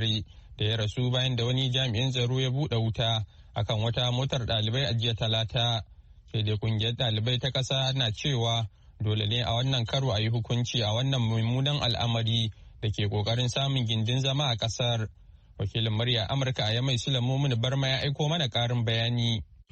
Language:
Hausa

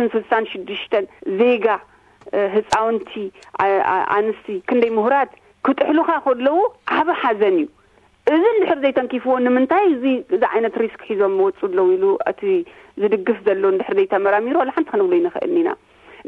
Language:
Tigrinya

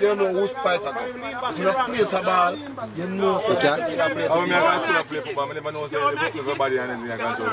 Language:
Jamaican Creole English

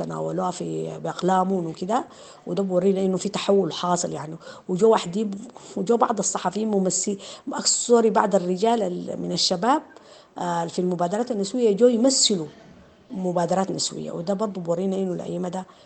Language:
Sudanese Arabic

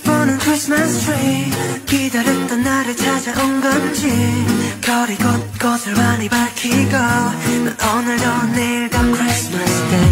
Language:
Korean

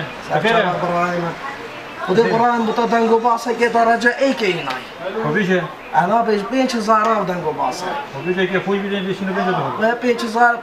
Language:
Kurdish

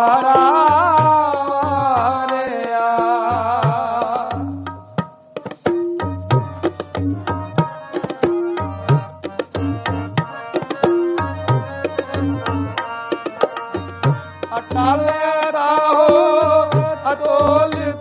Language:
Punjabi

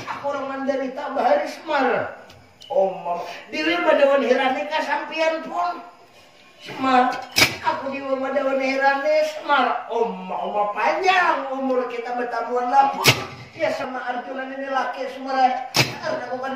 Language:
Banjar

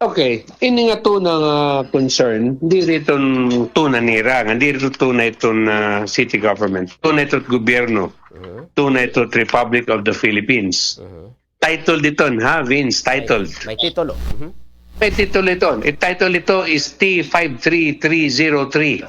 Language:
Waray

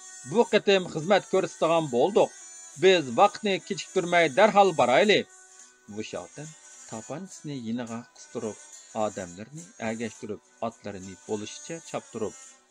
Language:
Uyghur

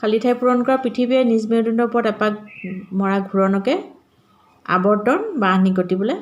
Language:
Assamese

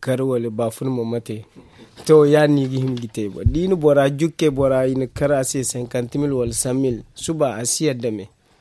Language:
Zarma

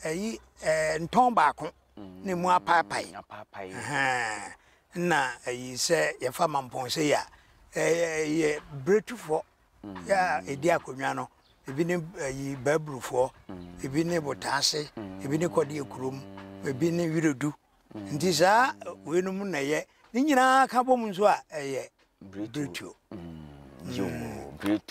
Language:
Akan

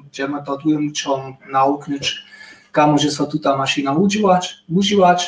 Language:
Upper Sorbian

